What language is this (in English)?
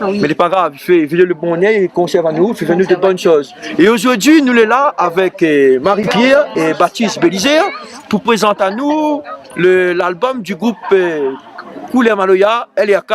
Réunion Creole French